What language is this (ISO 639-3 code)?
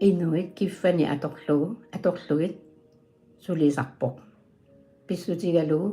kal